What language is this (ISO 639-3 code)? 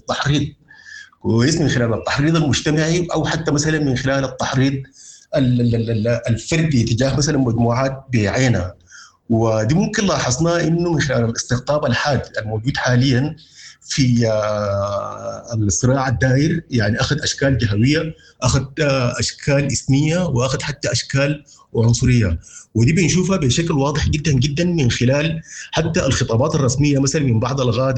apd